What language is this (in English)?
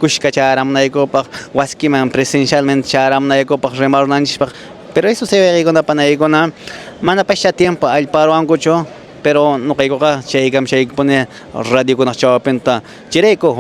Quechua